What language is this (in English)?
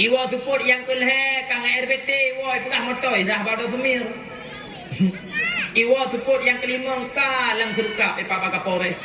Achinese